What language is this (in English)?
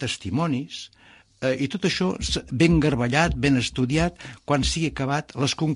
Catalan